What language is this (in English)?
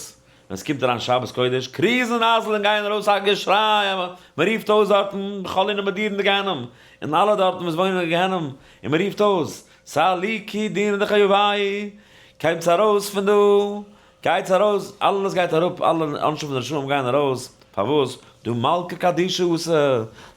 Yiddish